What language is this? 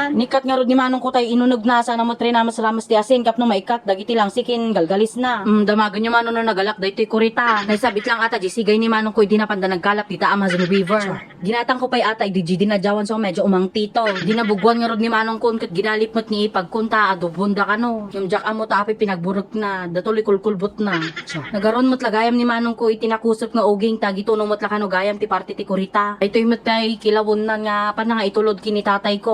Iloko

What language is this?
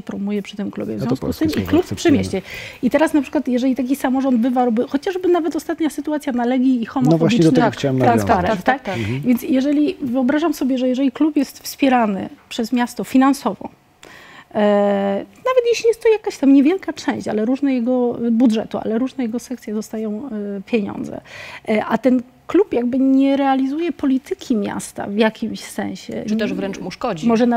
Polish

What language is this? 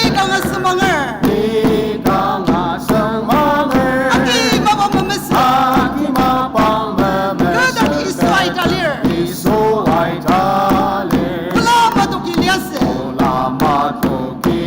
Ao Naga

